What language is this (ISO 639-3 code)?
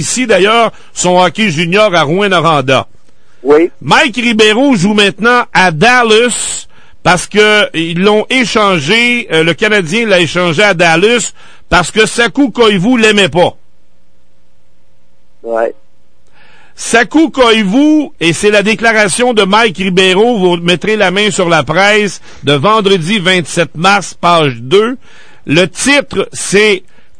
fra